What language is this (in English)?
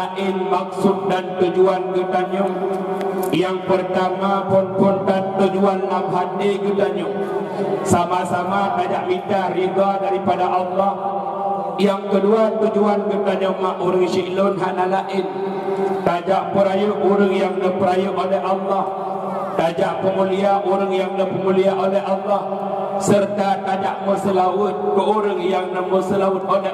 Achinese